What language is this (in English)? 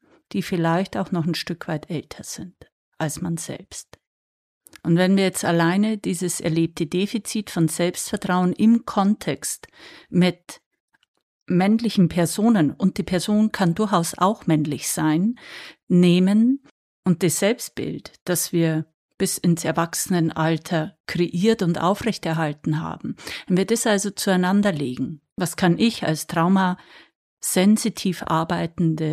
German